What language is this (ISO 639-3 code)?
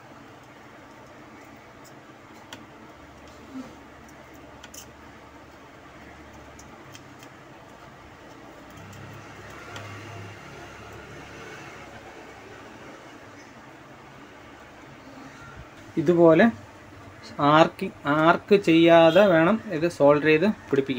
mal